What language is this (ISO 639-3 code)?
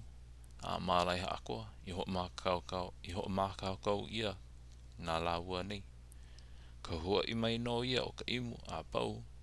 haw